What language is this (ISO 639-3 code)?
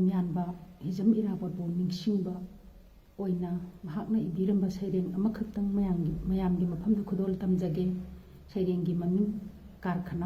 mni